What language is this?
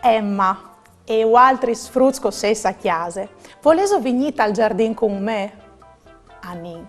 Friulian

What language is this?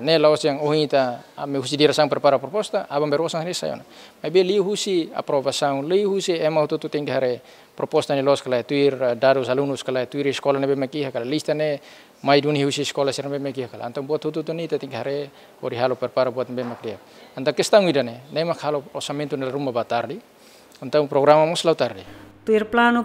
Tetum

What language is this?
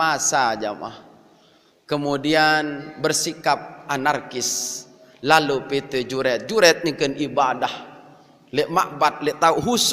Sasak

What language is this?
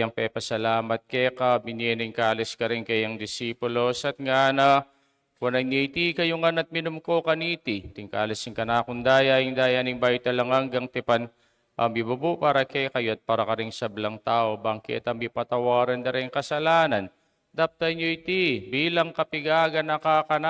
Pampanga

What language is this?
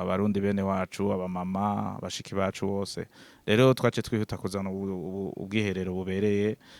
Rundi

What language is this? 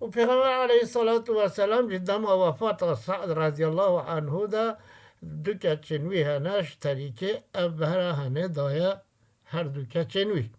Kurdish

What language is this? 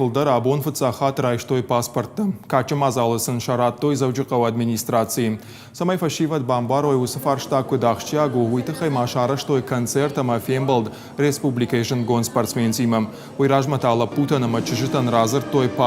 Ossetic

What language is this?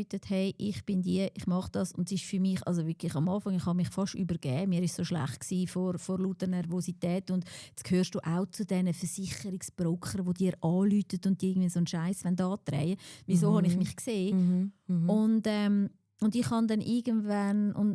Swiss German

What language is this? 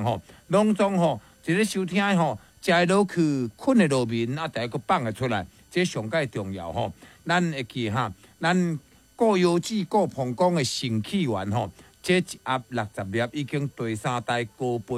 Min Nan Chinese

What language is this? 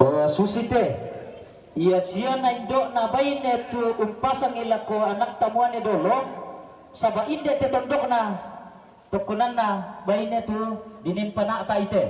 Toraja-Sa'dan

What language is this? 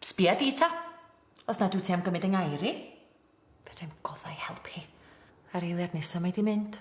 Welsh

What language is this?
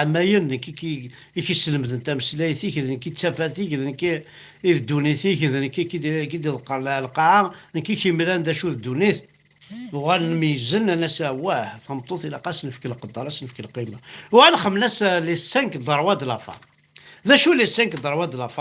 Kabyle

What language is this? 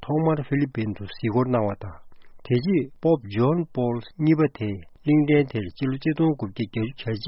Tibetan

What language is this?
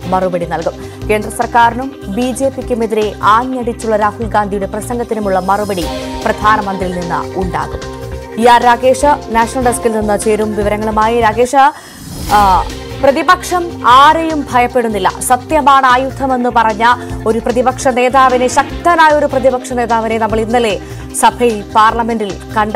Malayalam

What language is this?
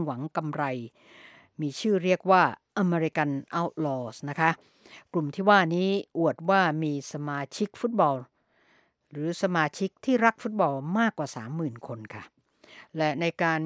Thai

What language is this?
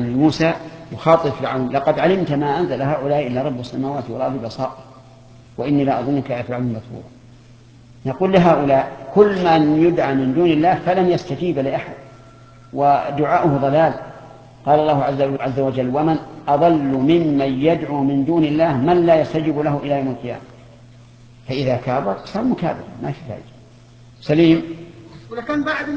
Arabic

